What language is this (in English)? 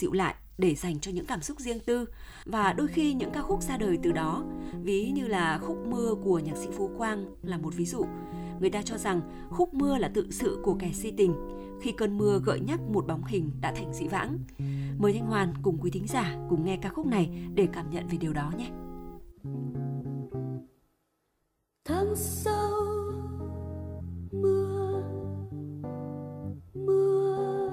Vietnamese